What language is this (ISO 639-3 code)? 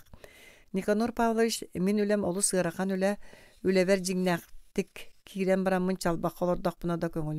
sah